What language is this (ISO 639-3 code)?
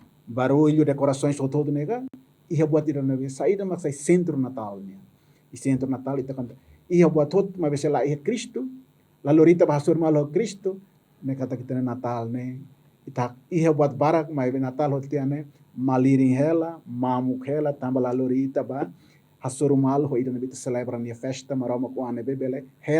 tet